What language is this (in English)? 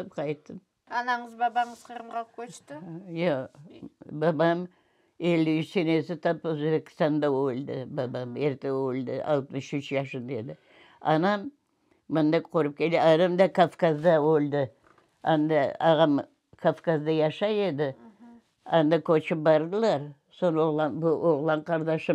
Crimean Tatar